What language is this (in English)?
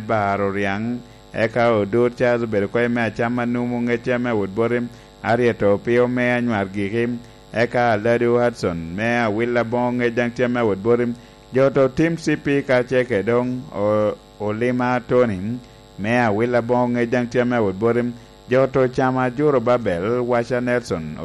Lango (Uganda)